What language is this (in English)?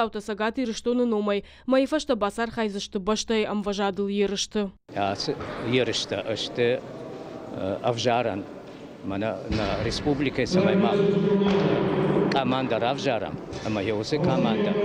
Ossetic